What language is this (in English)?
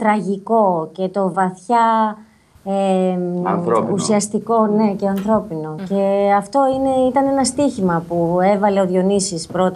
Greek